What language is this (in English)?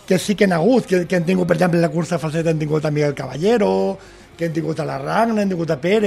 Catalan